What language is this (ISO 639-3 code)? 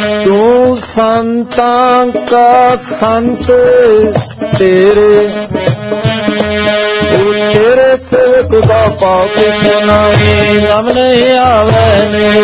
pan